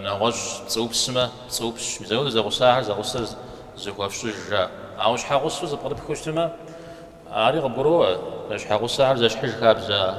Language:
Kabardian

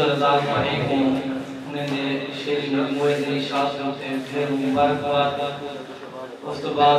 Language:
Saraiki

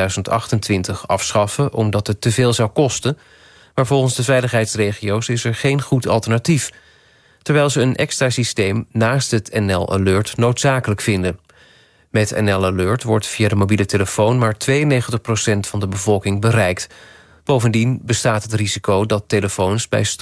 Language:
Dutch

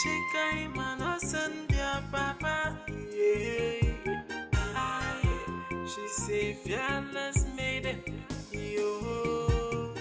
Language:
Nigerian Pidgin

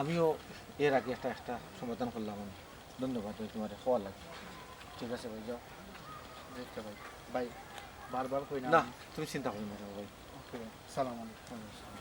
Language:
Sylheti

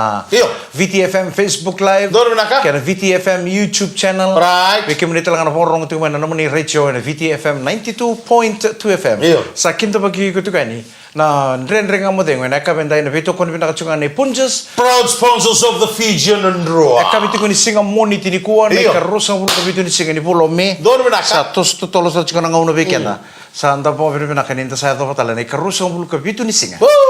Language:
Fijian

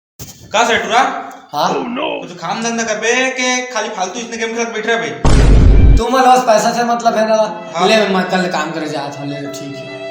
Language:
Chhattisgarhi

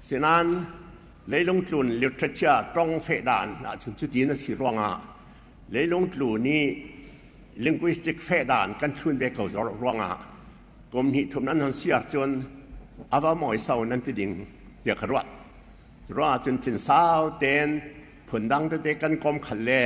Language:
Falam Chin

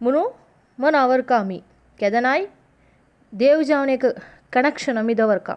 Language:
Konkani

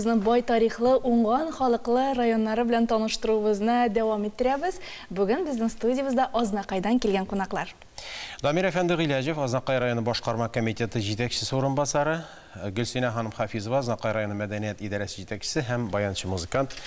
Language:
Tatar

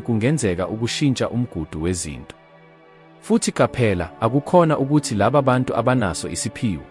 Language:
Zulu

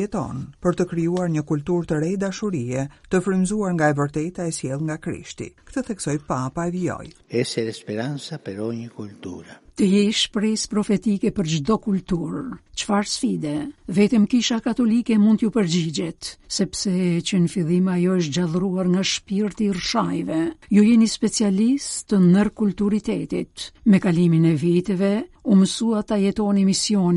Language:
Albanian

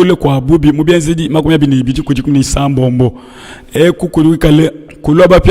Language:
Luba-Lulua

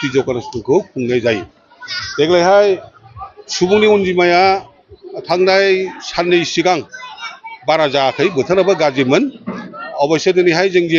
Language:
Bodo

